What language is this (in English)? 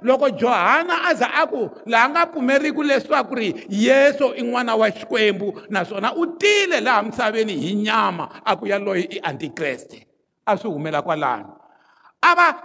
Tsonga